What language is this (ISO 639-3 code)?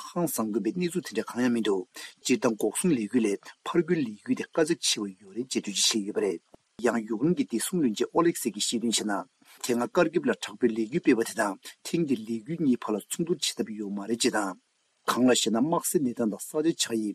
bod